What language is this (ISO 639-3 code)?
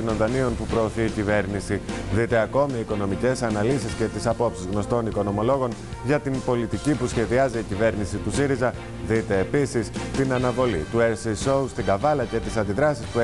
ell